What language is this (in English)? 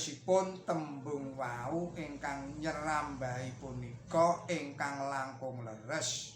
Javanese